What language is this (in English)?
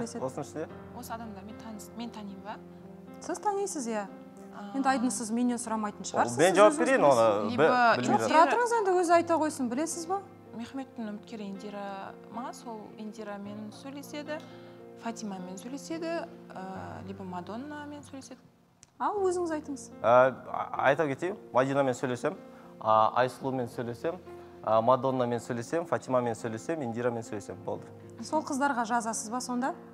Kazakh